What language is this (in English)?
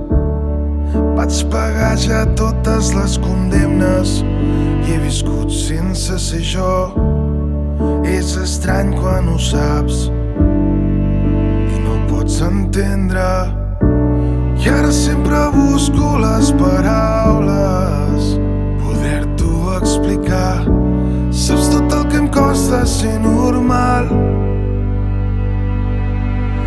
Catalan